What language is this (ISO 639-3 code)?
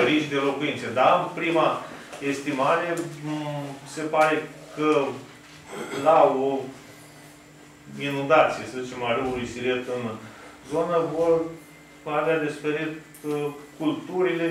ron